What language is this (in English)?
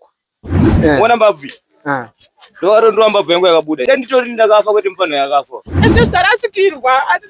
Shona